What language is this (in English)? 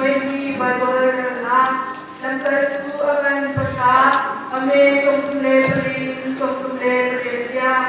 Hakha Chin